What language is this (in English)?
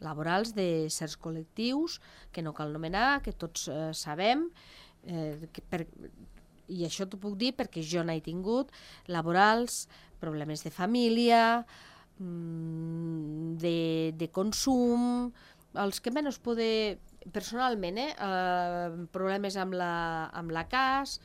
Catalan